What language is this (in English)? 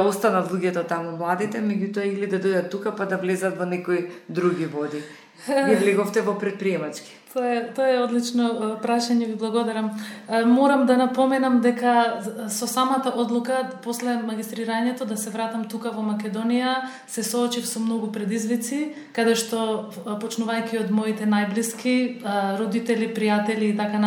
Macedonian